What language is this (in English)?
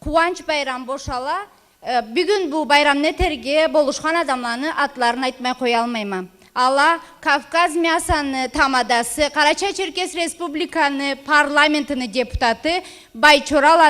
Karachay-Balkar